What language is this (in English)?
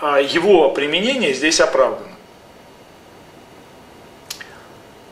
Russian